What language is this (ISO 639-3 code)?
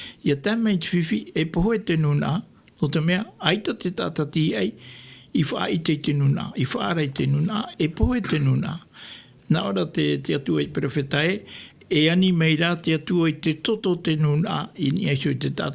tah